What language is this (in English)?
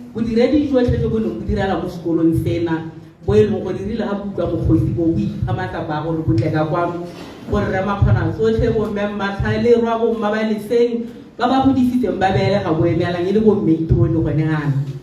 Tswana